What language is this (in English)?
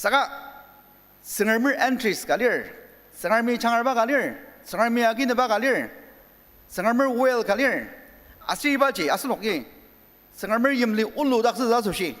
Ao Naga